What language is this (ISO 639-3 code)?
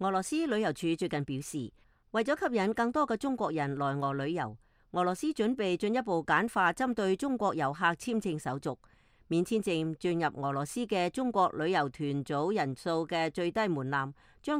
yue